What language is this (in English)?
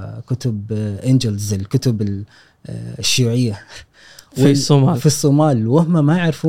Gulf Arabic